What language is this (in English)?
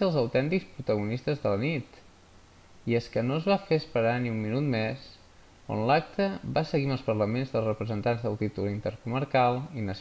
Catalan